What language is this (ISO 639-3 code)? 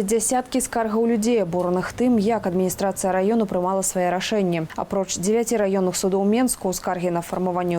bel